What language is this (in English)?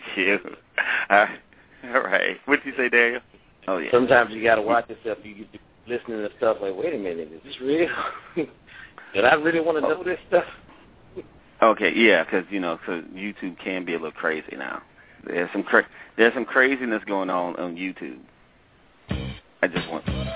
English